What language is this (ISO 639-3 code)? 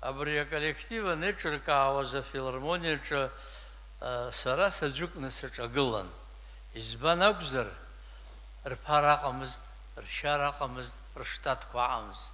abk